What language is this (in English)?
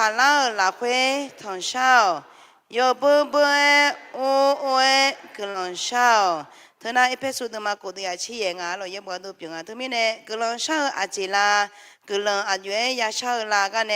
Akha